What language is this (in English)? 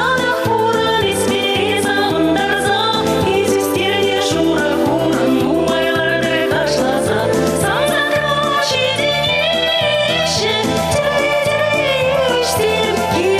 Chuvash